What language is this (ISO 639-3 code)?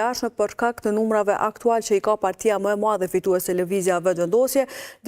sqi